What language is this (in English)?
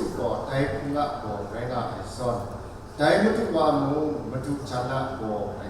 Kachin